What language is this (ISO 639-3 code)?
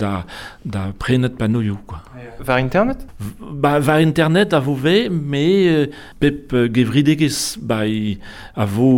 bre